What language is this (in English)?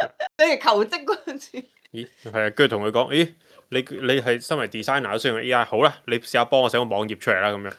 Cantonese